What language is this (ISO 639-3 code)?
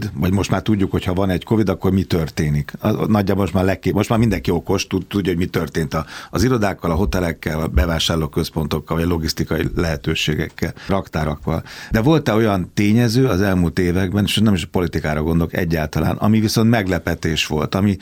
hun